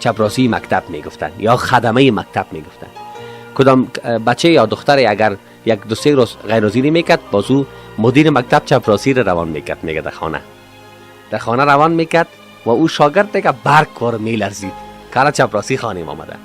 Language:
Persian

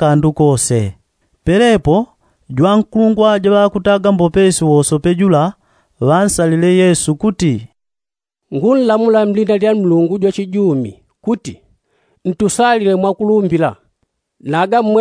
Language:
Yao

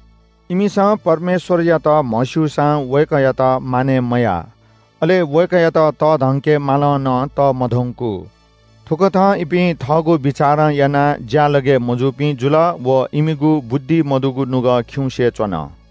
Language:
Newari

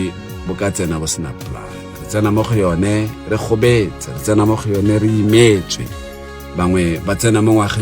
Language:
Tswana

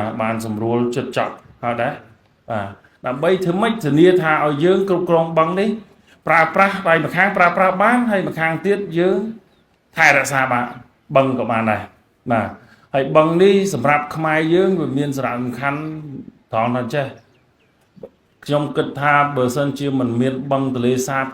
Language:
Khmer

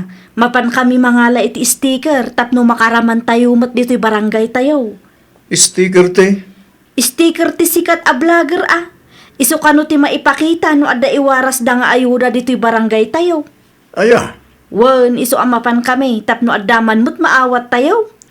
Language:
Iloko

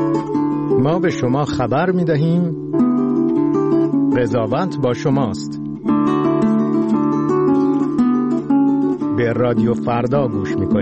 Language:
Persian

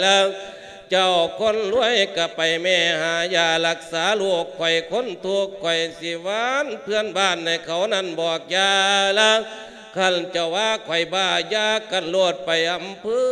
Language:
Lao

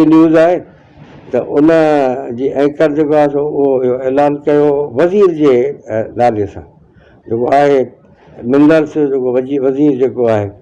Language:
Sindhi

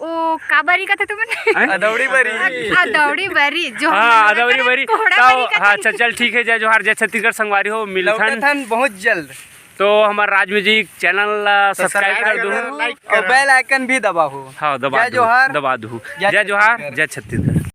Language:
Chhattisgarhi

